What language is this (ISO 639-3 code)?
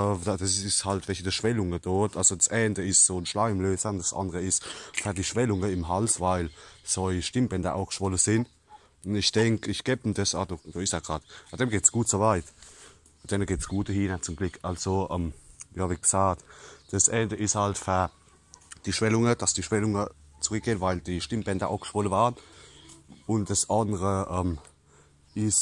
pfl